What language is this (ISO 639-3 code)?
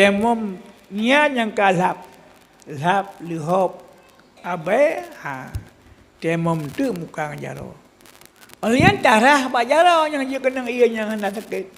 ace